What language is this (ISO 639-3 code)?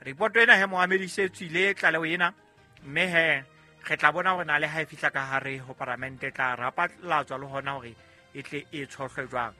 sot